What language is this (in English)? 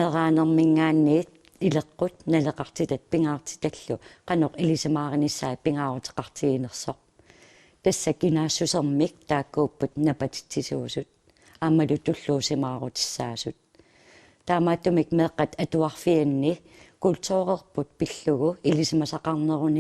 Kalaallisut